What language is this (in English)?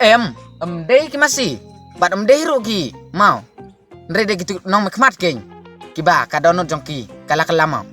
Khasi